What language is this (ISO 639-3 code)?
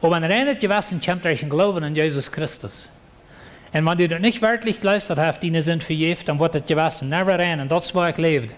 pdt